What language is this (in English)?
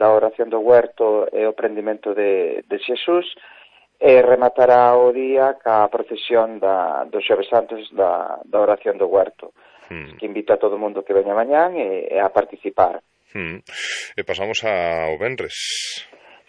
Galician